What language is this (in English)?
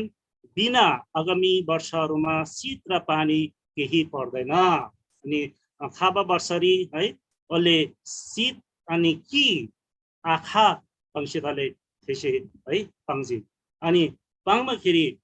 Eastern Tamang